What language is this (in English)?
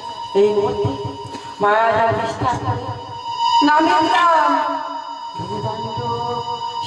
Bangla